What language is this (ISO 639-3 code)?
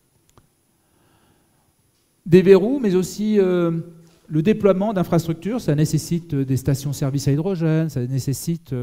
fra